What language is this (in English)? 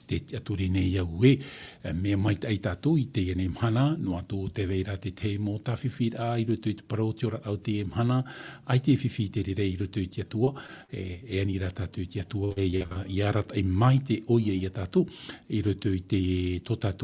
Tahitian